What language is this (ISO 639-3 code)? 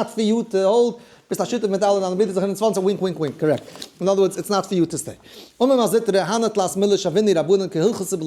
yid